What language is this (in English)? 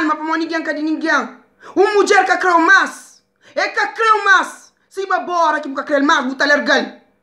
Kabuverdianu